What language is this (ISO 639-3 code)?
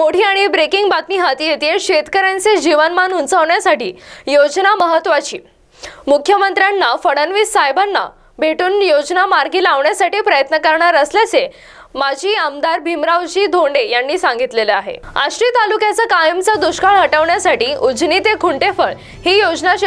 mar